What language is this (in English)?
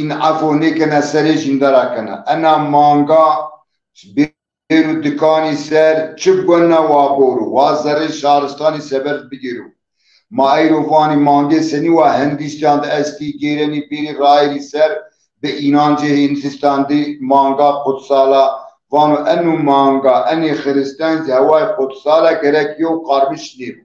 Zaza